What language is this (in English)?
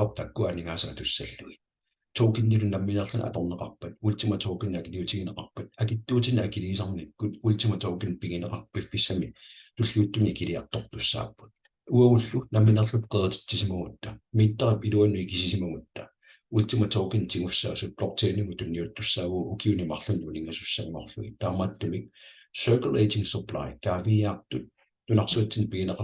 Kalaallisut